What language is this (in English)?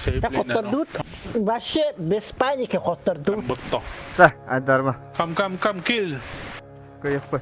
Yakut